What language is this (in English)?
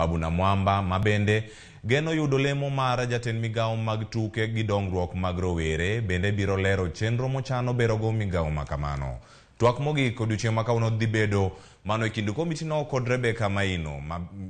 Luo (Kenya and Tanzania)